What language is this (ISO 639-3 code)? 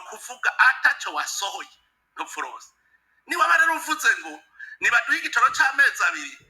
run